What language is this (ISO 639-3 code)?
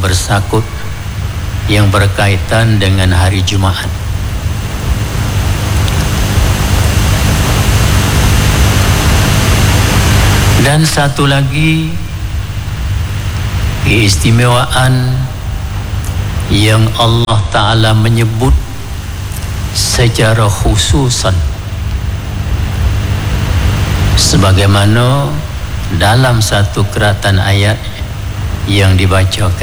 msa